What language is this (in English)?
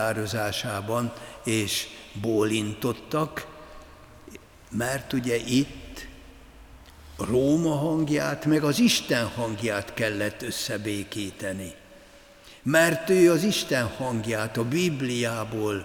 Hungarian